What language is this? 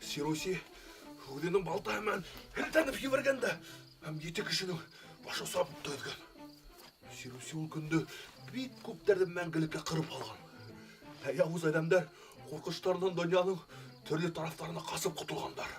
Bashkir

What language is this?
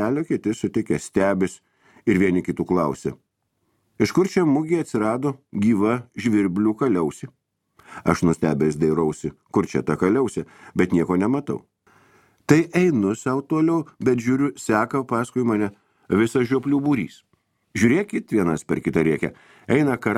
Lithuanian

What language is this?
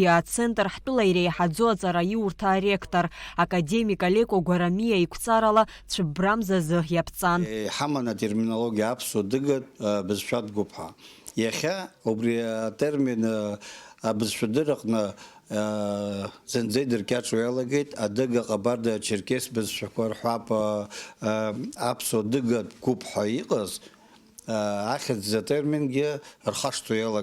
Abkhazian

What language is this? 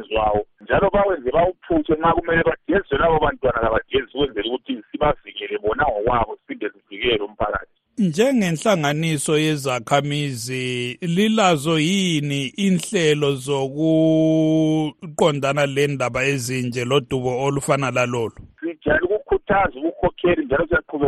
North Ndebele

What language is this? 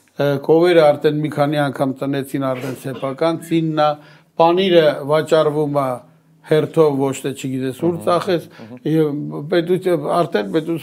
Armenian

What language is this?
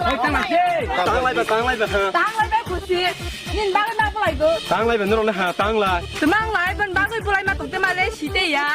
Kok Borok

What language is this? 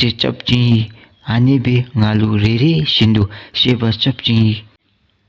Dzongkha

